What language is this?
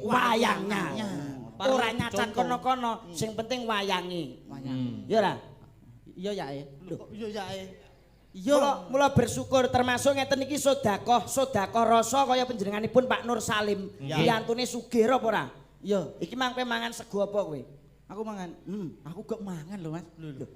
Javanese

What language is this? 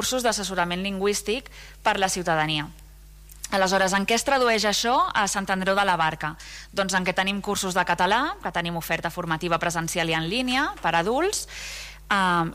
Catalan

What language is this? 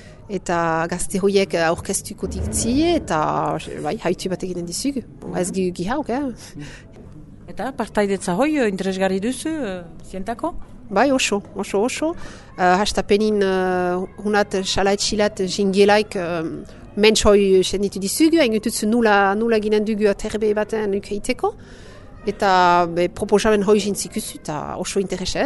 Basque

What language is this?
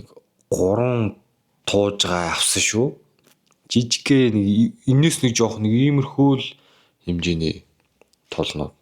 Mongolian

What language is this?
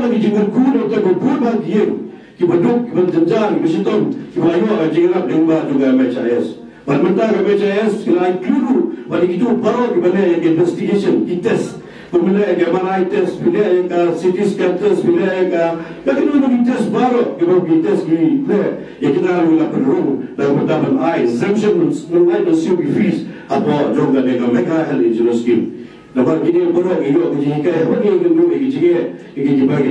Khasi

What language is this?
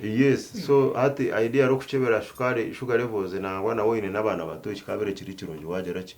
Nyankole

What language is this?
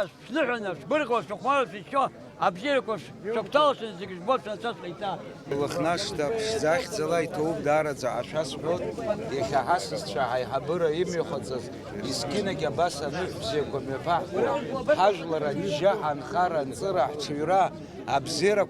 Abkhazian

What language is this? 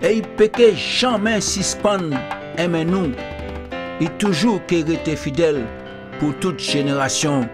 Guadeloupean Creole French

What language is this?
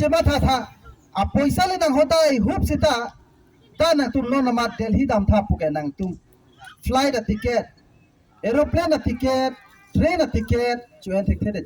Karbi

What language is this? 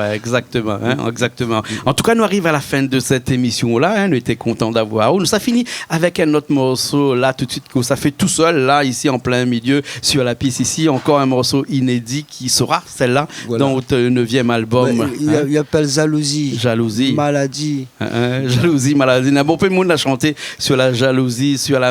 Réunion Creole French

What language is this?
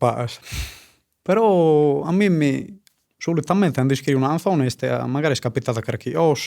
Sardinian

